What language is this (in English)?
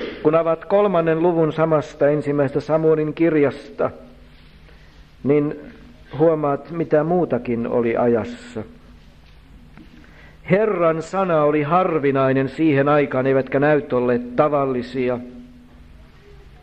Finnish